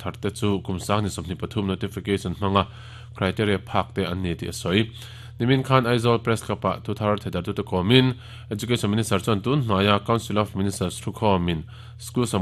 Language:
Mizo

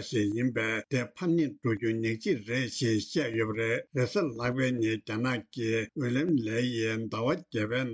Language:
Tibetan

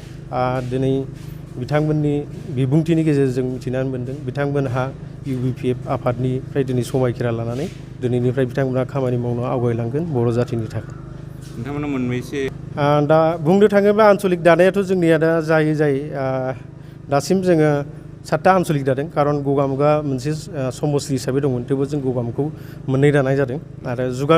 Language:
Bodo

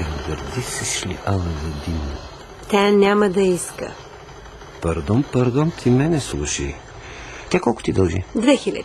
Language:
Bulgarian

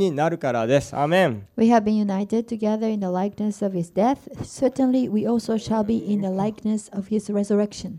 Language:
Japanese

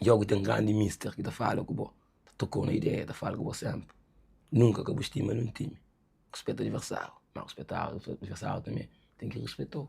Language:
Kabuverdianu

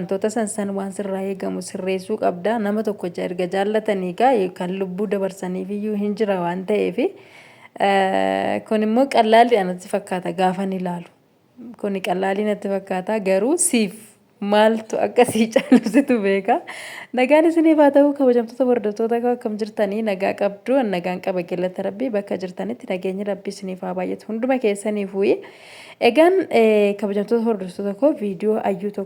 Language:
Oromo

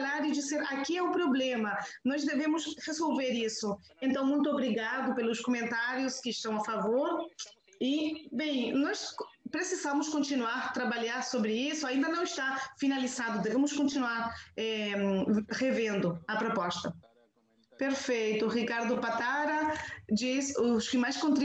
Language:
Portuguese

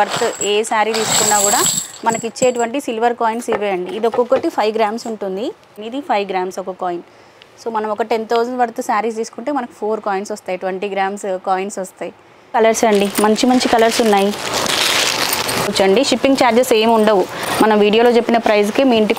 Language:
Telugu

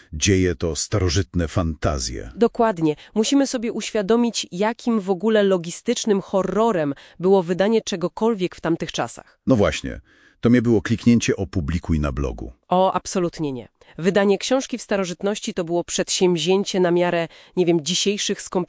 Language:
Polish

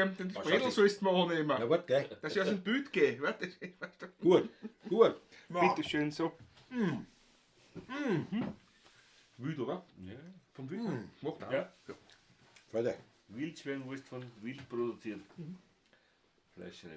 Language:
Bavarian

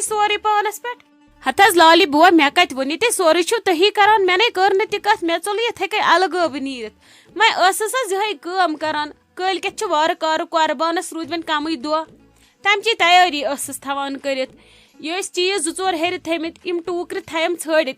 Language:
Kashmiri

